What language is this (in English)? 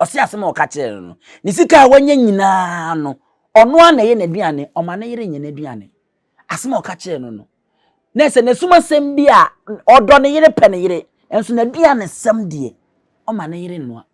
Akan